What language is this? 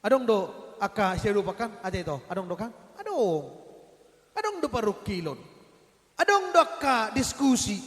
Batak Toba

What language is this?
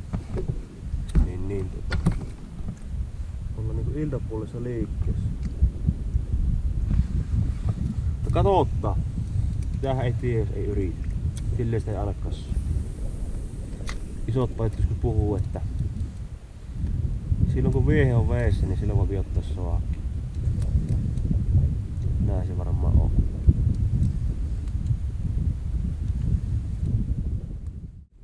Finnish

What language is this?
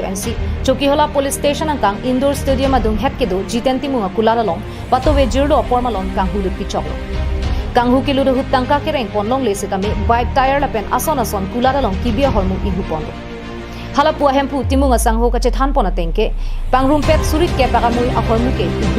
Karbi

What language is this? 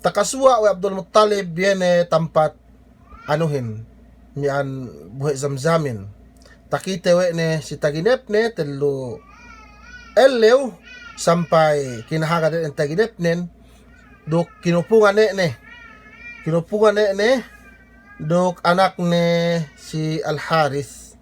Yakan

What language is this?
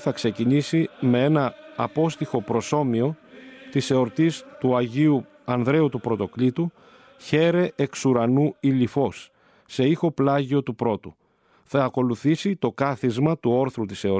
Greek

